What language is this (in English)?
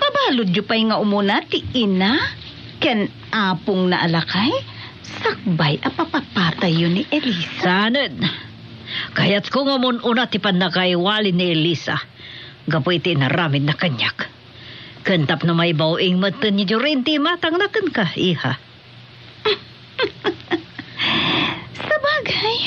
Iloko